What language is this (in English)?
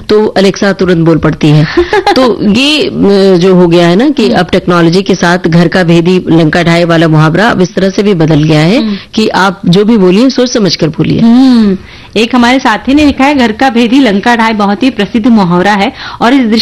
Hindi